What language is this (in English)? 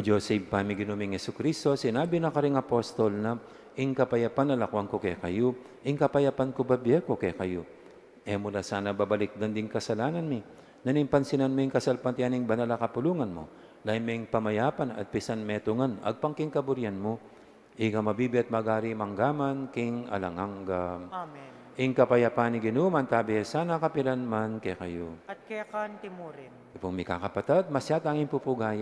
Pampanga